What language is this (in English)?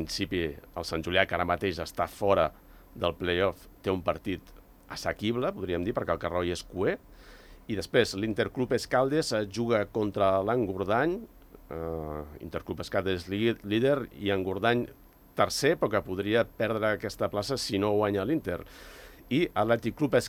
Catalan